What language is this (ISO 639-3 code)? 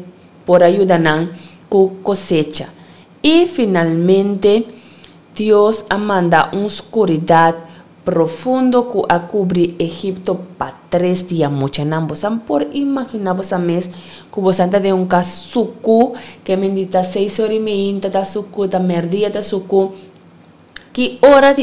pap